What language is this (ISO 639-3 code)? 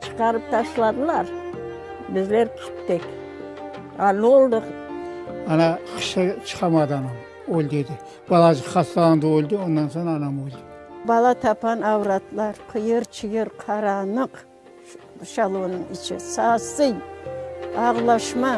crh